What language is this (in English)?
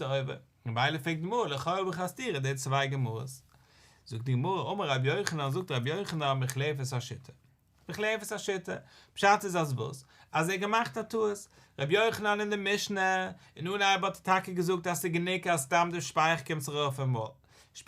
Yiddish